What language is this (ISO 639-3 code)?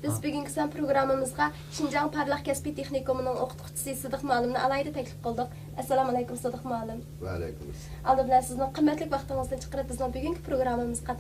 uig